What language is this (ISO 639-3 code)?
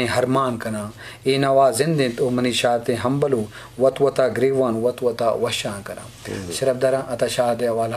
bal